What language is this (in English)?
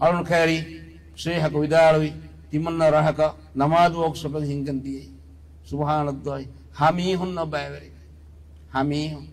Divehi